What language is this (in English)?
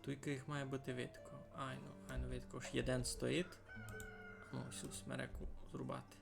Rusyn